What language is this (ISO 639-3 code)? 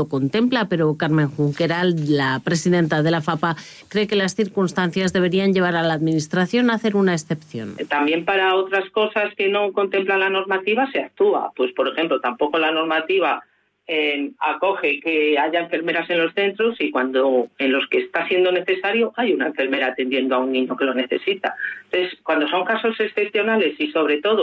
spa